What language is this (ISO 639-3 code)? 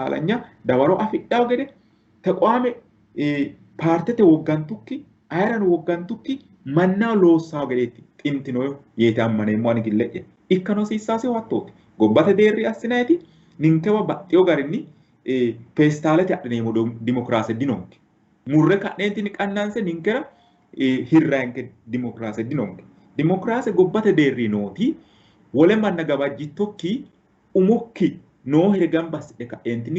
sid